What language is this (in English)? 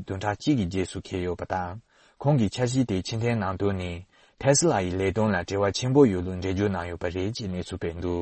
Tibetan